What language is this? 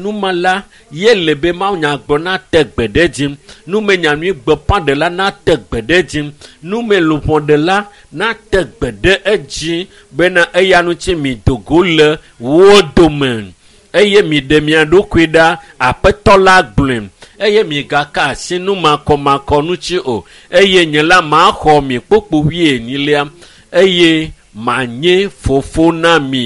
Ewe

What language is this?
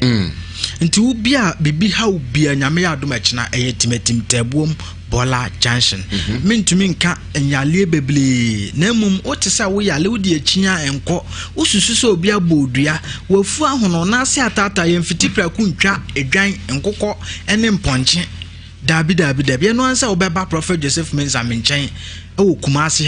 Akan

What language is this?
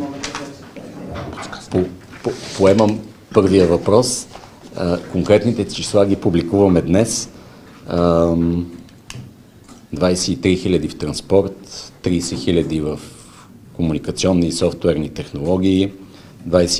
Bulgarian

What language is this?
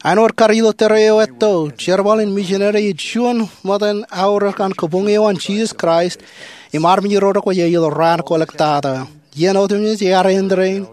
Marshallese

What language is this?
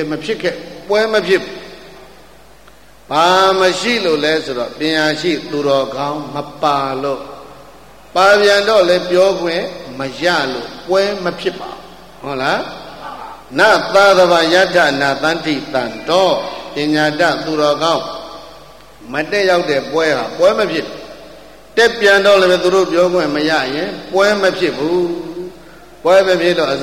Burmese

